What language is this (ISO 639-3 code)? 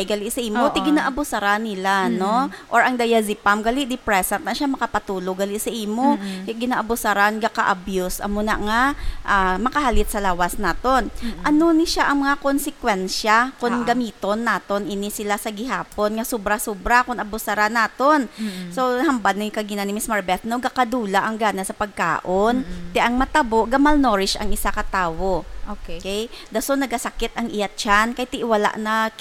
hil